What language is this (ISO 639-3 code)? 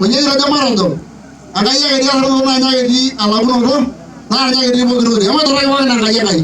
mas